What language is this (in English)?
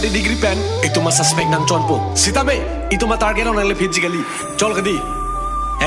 Karbi